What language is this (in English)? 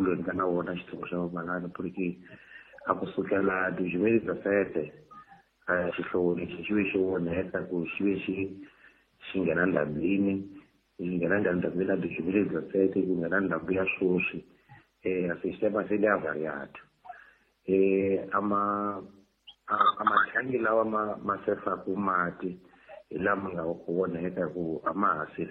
Tsonga